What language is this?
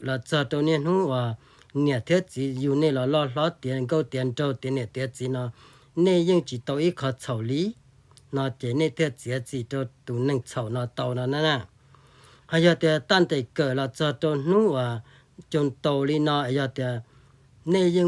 Hmong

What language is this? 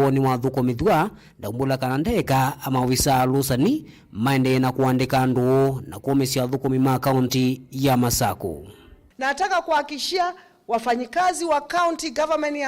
Kamba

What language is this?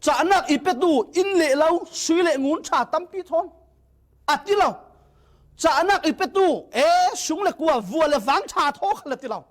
Falam Chin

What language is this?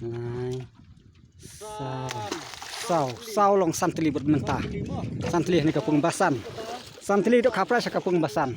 Khasi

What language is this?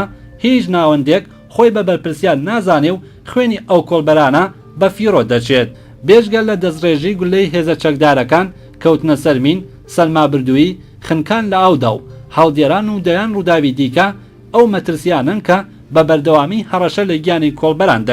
Central Kurdish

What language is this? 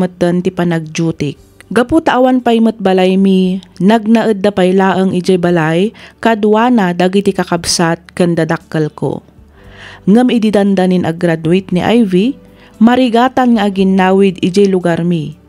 Iloko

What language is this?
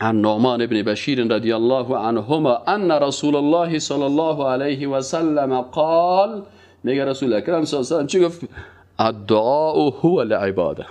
Persian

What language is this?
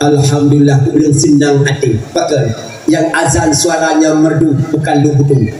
Achinese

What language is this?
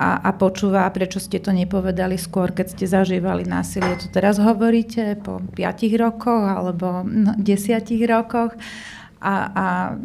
Slovak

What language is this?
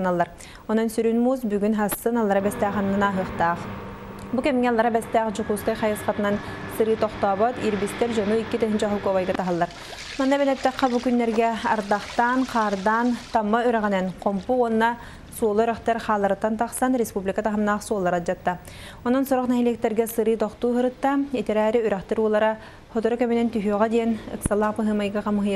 Yakut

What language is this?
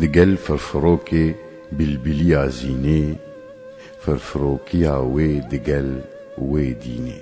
Kurdish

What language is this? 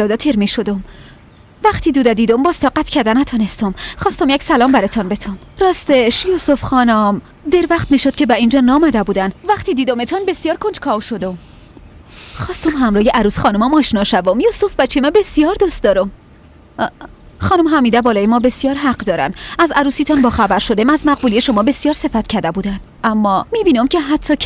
Persian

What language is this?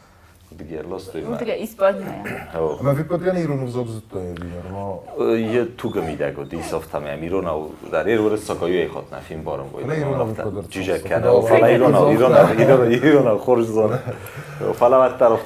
Ossetic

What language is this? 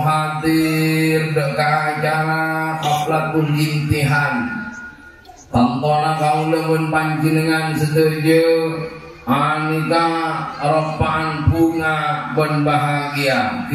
Madurese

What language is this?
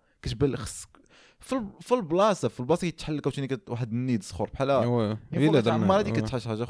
Moroccan Arabic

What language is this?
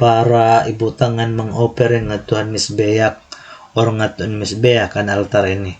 Waray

